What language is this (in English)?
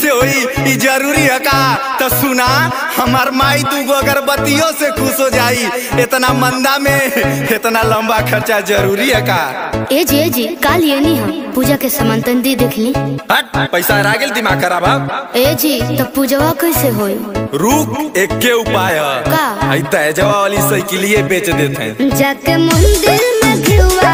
Bhojpuri